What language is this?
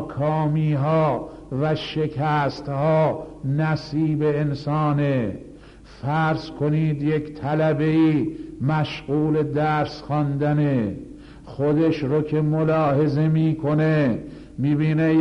Persian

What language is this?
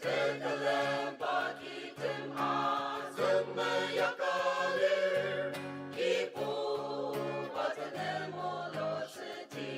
Ao Naga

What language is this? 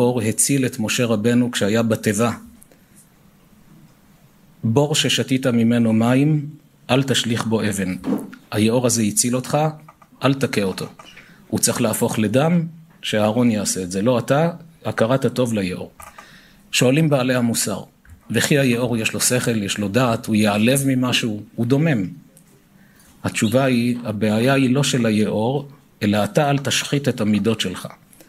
Hebrew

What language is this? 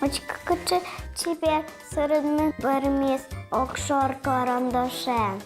Udmurt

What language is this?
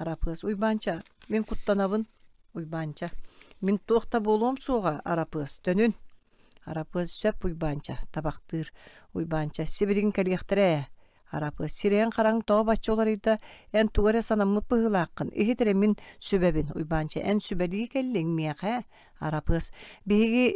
Yakut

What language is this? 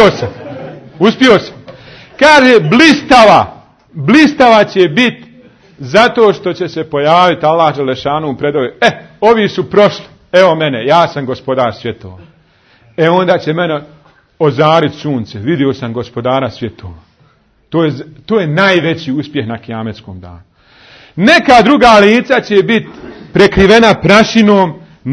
Bosnian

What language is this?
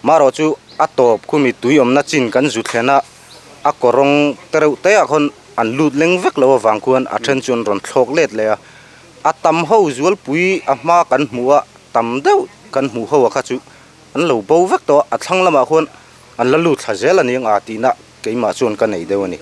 Mizo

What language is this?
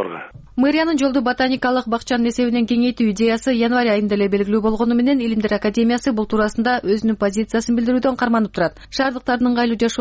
Kyrgyz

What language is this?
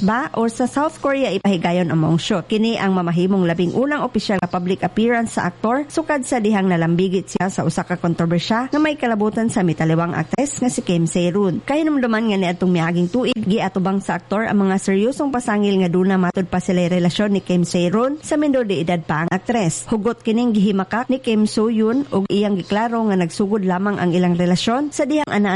Cebuano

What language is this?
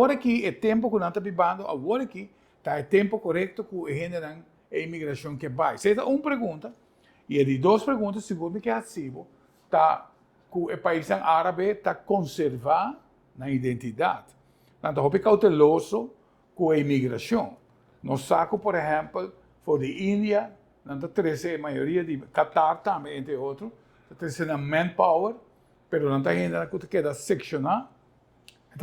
Papiamento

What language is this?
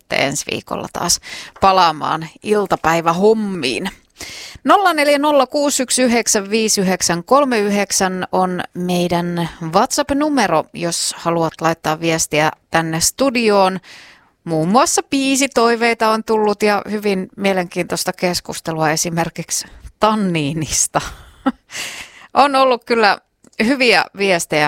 Finnish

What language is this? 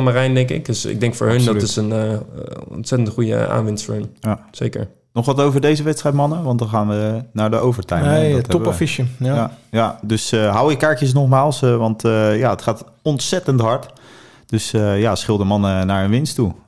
Dutch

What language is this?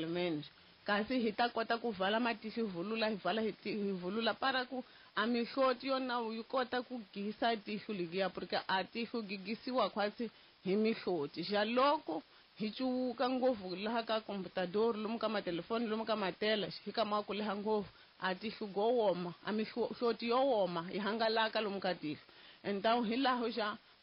Tsonga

